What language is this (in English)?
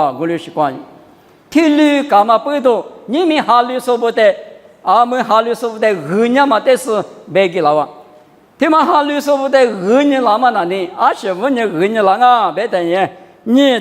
Lisu